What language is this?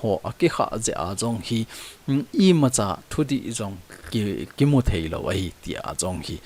Thado Chin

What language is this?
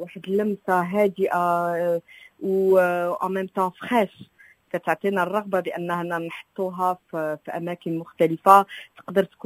Moroccan Arabic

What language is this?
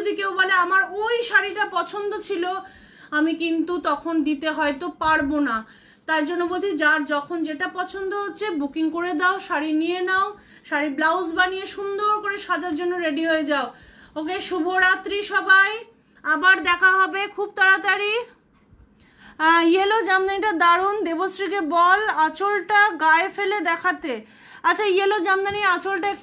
Bangla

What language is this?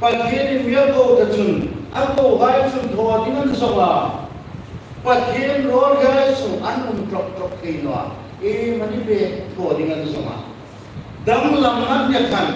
Hmar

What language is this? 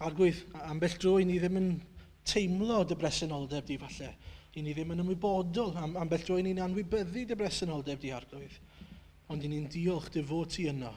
Welsh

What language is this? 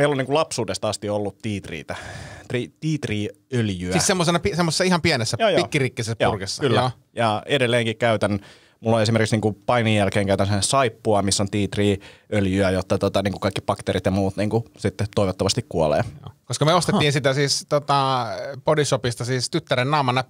Finnish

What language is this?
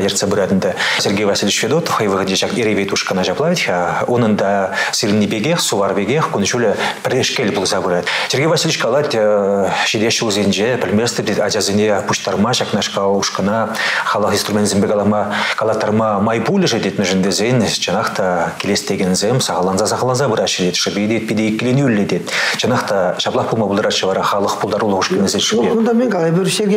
Chuvash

